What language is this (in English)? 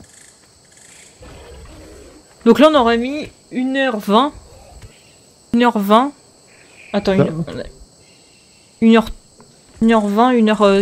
French